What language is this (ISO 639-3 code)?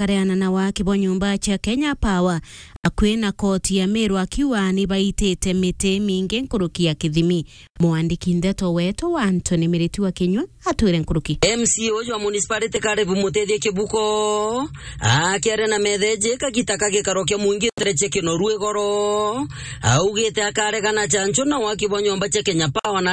mer